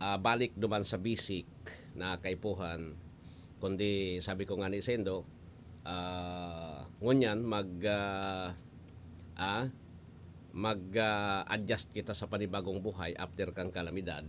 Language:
Bikol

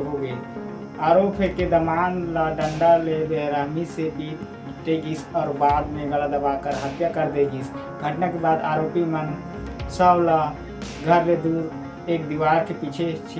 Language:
Chhattisgarhi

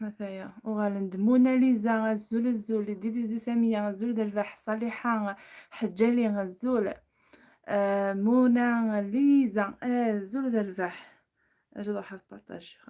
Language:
Kabyle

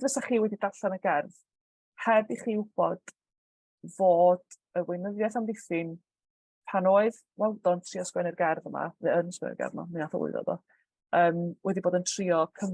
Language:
Welsh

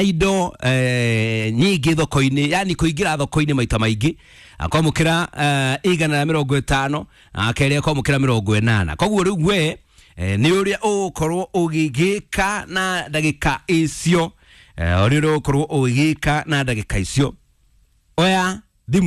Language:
Kikuyu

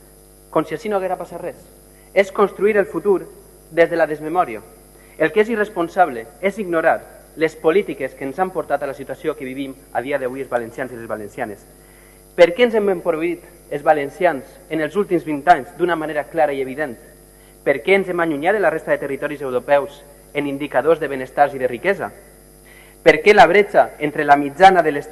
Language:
Catalan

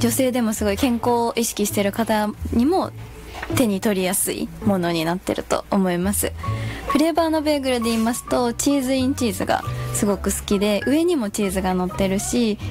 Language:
Japanese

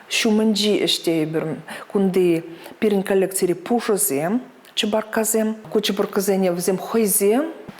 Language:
Chuvash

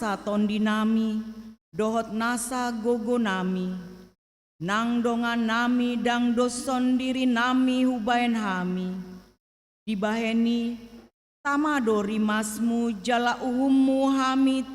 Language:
Batak Toba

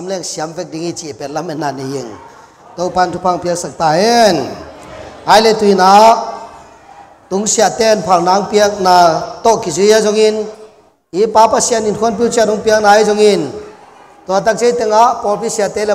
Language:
Tedim Chin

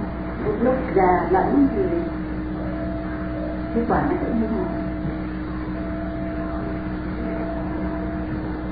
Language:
Vietnamese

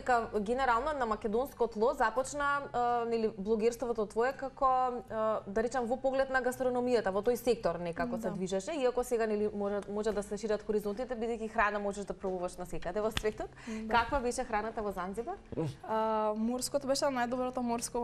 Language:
Macedonian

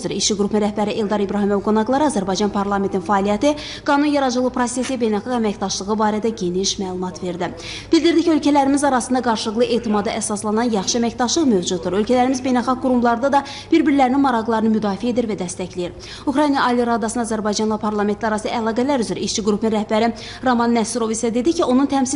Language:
Azerbaijani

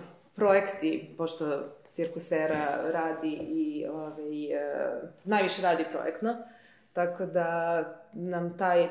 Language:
Serbian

